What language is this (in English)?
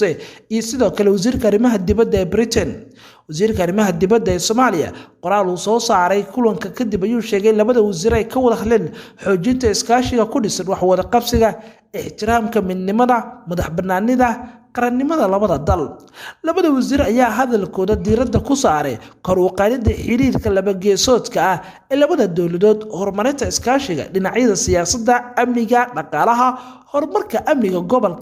Somali